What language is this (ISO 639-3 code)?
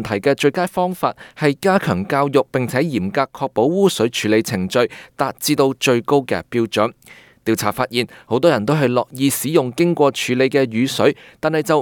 yue